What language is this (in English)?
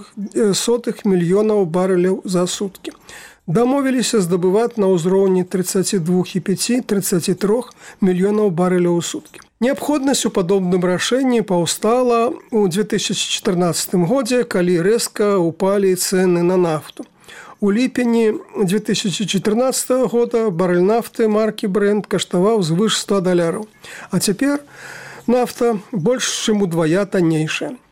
Belarusian